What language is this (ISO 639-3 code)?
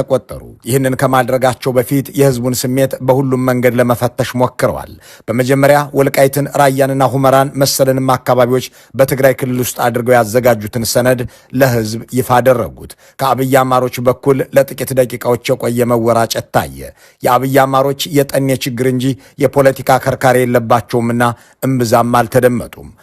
amh